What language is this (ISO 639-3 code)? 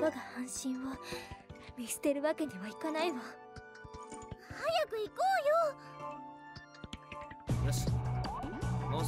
jpn